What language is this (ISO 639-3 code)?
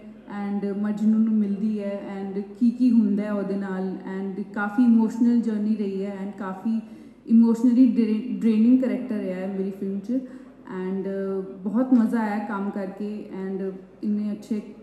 pan